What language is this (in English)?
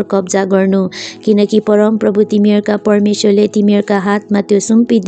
Nepali